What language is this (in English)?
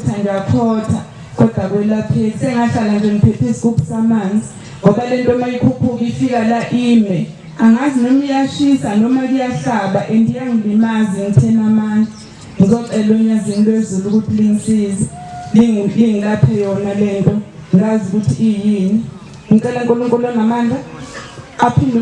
Zulu